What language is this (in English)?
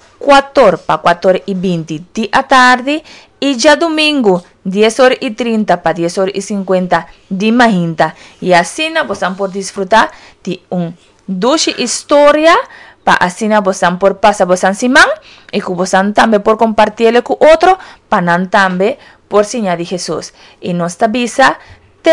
Papiamento